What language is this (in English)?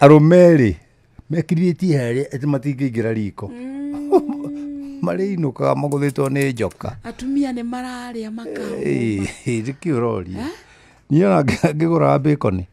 Kikuyu